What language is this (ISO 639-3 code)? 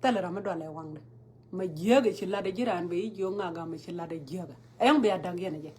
nus